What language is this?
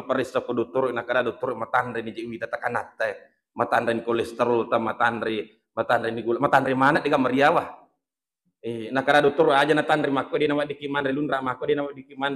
Buginese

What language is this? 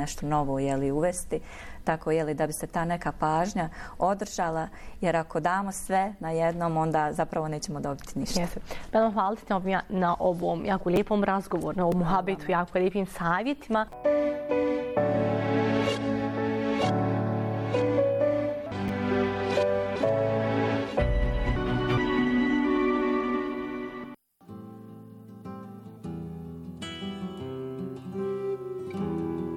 Bosnian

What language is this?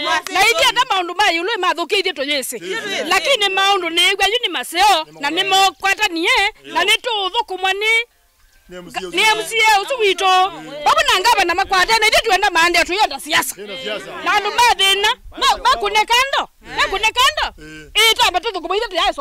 Kamba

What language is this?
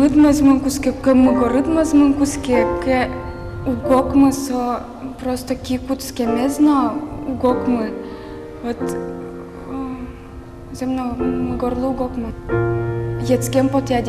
Udmurt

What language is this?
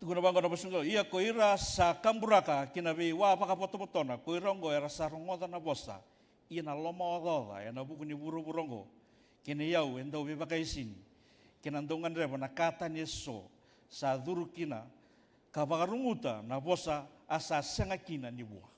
Fijian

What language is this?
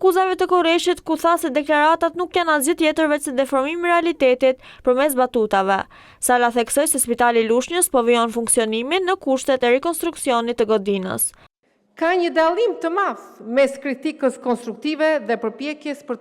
Albanian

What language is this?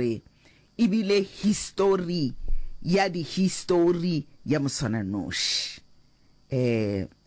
Northern Sotho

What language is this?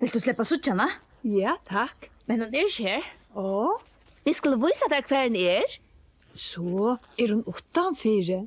Faroese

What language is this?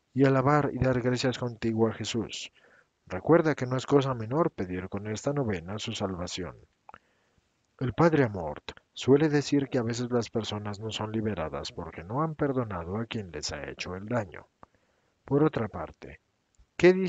Spanish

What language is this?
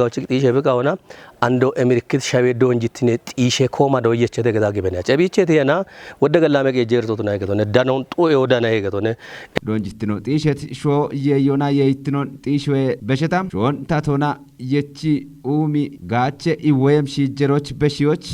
Kafa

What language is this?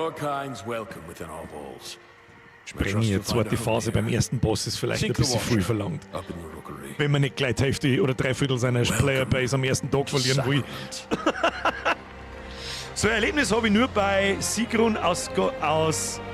Bavarian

